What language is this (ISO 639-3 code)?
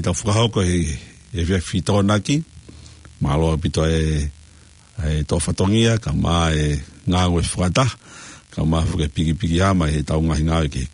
ton